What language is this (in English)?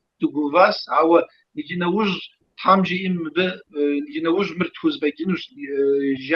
Kabardian